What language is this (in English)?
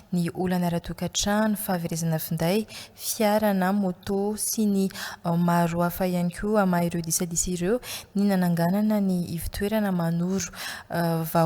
Malagasy